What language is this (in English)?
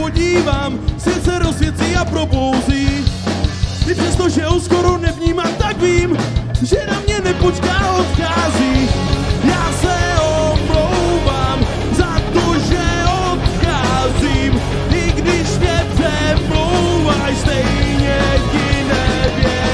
Czech